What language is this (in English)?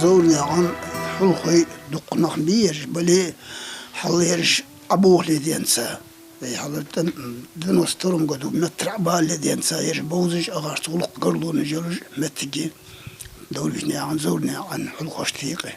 Ingush